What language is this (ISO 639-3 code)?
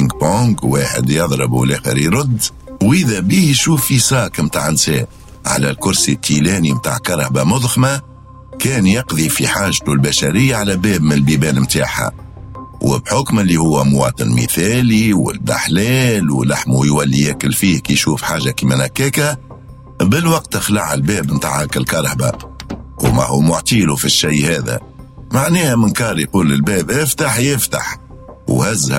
aeb